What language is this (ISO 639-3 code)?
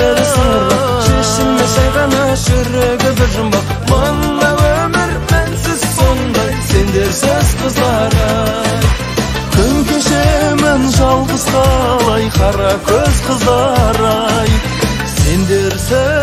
kaz